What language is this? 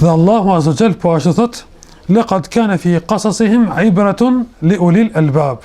Albanian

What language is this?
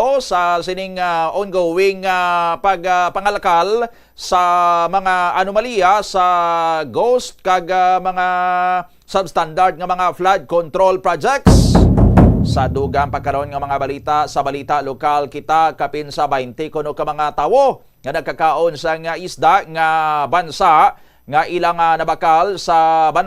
Hiligaynon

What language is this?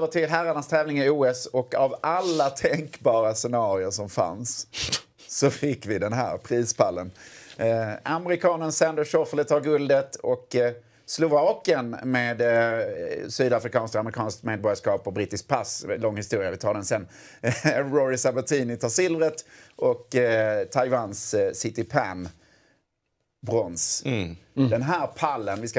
Swedish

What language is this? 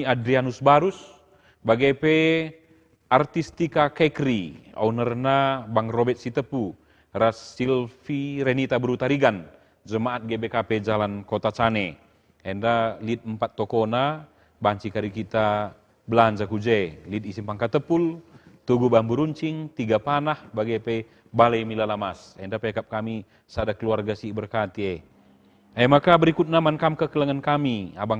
Batak Karo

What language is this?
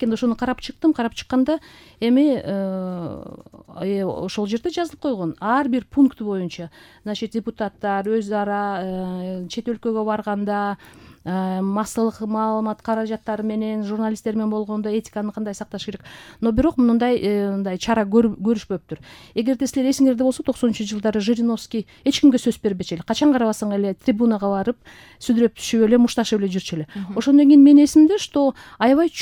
Kyrgyz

